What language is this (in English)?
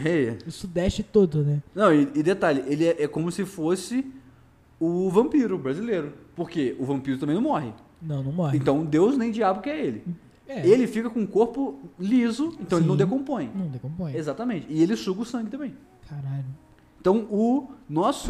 Portuguese